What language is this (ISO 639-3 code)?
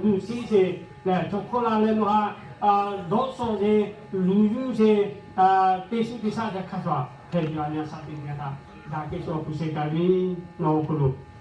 lhu